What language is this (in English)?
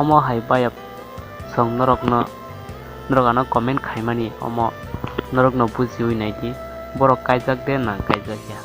Kok Borok